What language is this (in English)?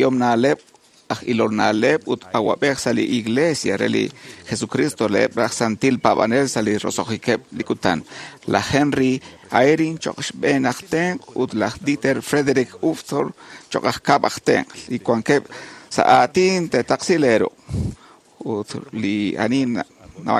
Kekchí